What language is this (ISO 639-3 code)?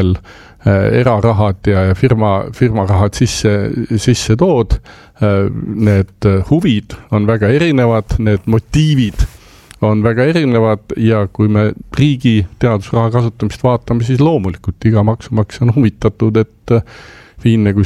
est